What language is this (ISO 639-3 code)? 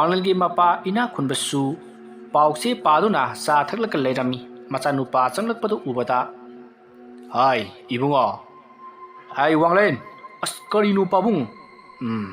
mni